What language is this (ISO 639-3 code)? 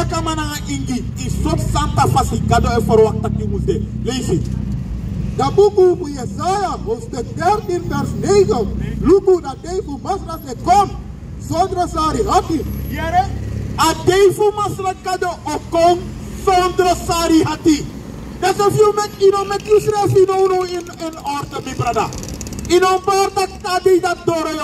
srn